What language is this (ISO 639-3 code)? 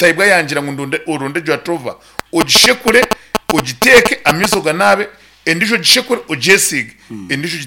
nyn